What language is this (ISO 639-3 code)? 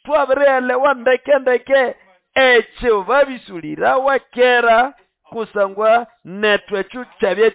nnb